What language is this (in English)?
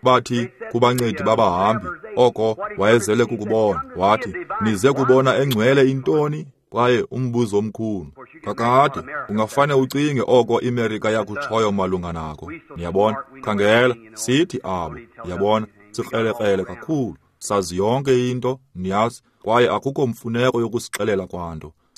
Xhosa